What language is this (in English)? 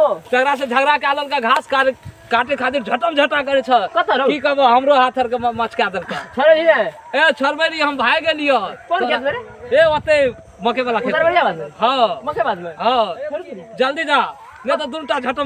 Maithili